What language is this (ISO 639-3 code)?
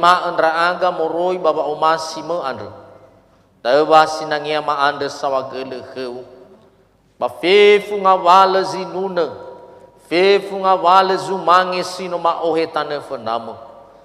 nia